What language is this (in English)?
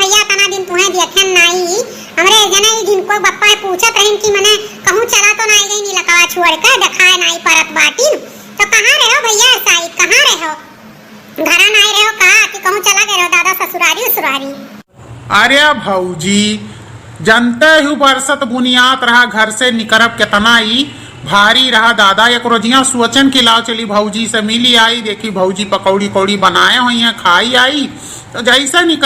Awadhi